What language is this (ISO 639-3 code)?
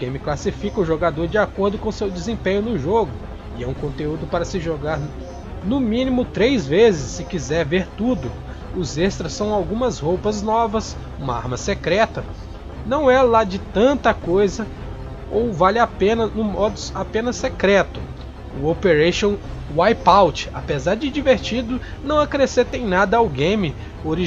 por